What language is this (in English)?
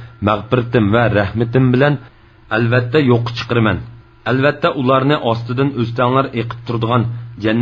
Uyghur